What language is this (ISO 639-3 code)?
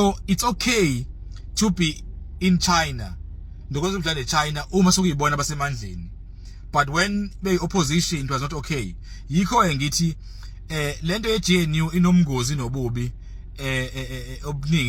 zul